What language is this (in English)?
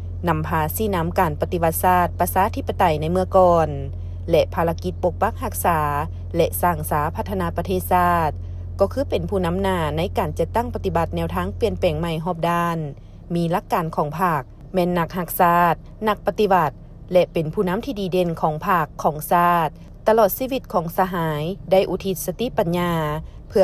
Lao